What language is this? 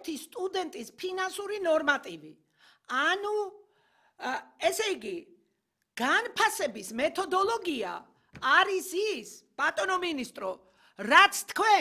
Georgian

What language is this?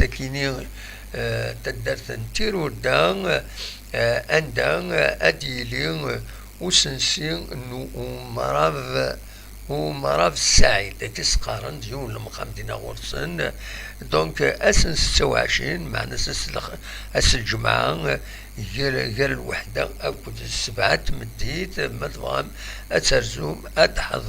Kabyle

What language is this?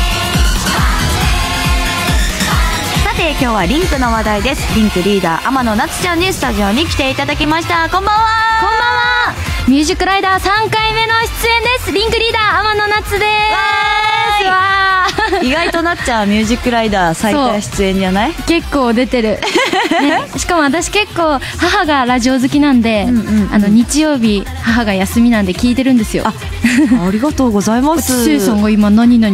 Japanese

